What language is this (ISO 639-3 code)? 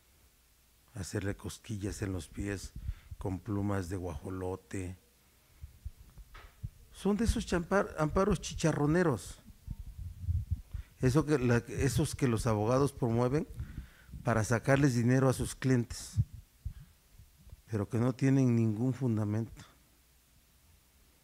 spa